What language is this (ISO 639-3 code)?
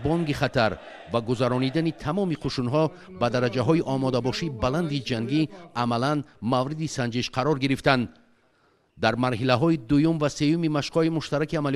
tgk